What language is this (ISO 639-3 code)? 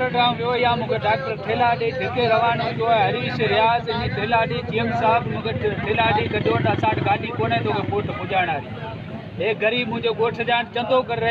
snd